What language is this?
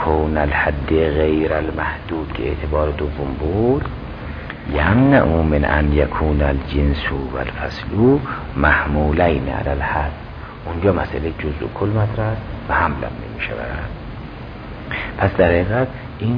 Persian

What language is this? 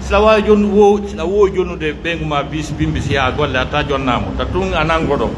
Pular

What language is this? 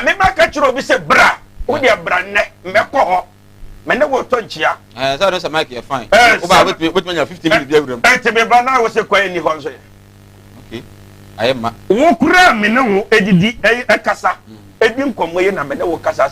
Akan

